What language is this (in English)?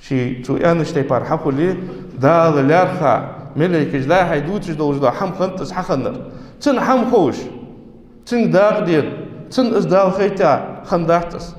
Ingush